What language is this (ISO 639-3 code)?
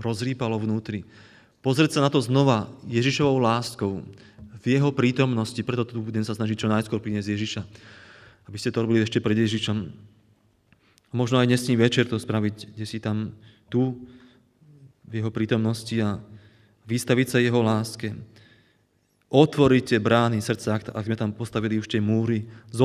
slk